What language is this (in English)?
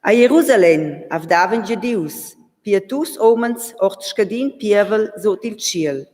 Romansh